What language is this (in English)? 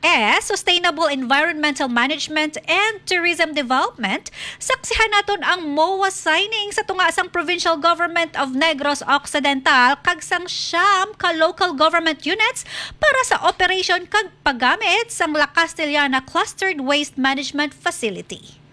Hiligaynon